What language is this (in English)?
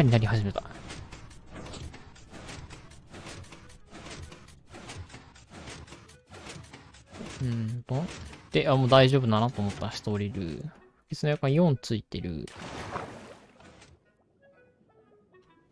Japanese